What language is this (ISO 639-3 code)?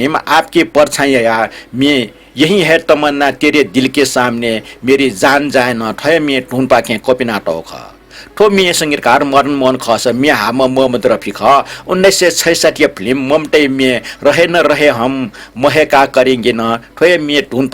new